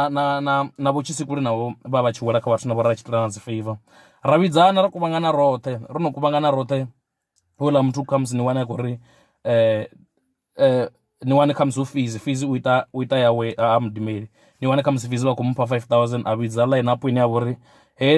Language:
Venda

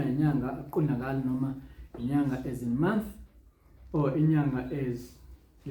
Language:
Zulu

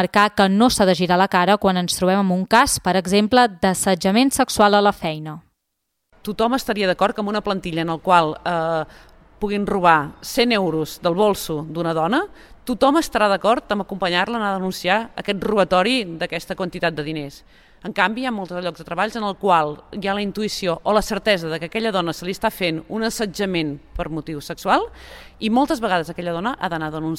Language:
Catalan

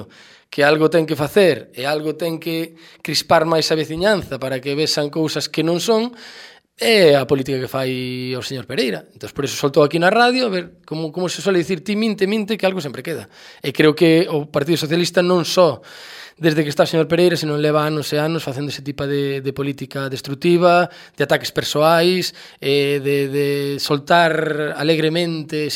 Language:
Galician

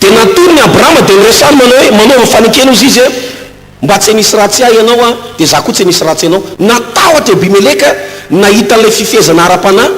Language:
Malagasy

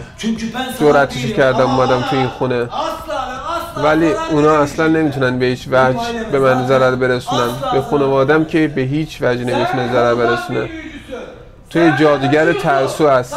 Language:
Persian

